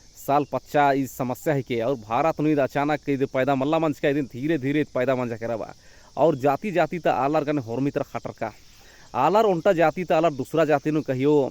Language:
Kurukh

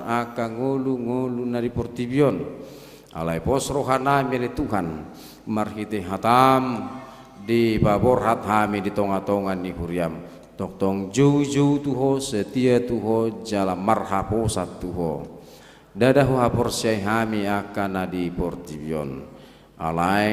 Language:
Batak Toba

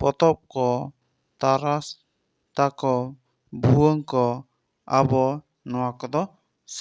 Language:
Santali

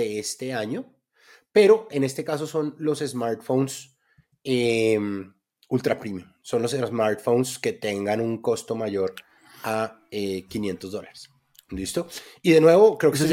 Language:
Spanish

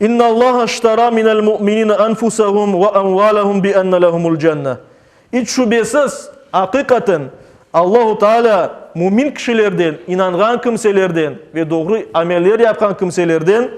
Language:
Crimean Tatar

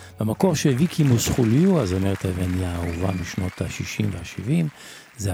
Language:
Hebrew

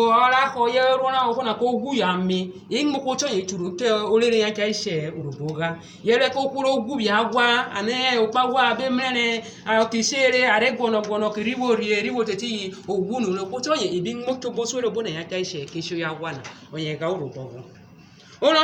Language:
Urhobo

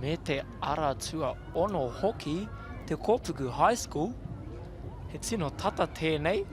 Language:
Māori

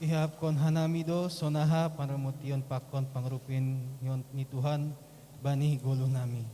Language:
Batak Simalungun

